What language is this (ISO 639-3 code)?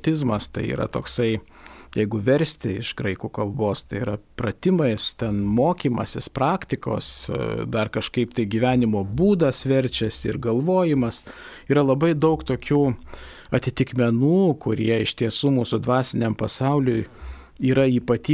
lit